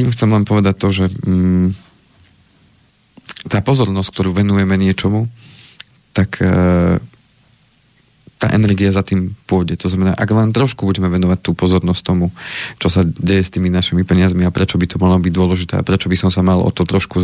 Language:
Slovak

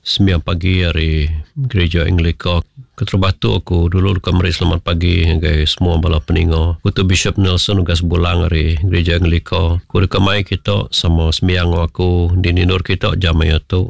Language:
Iban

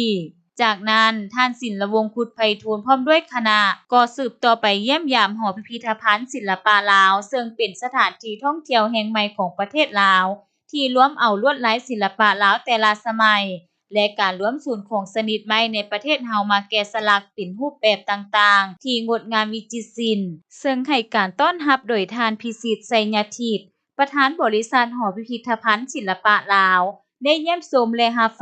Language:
Lao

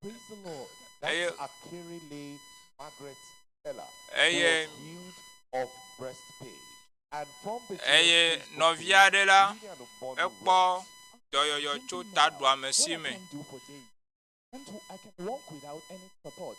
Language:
Ewe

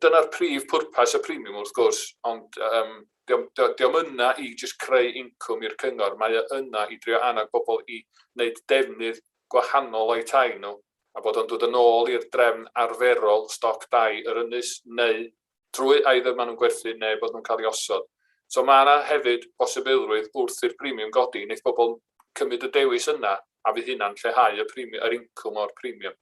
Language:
Welsh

